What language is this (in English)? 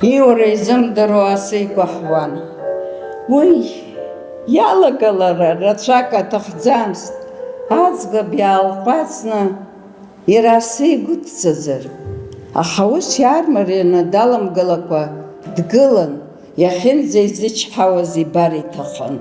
Abkhazian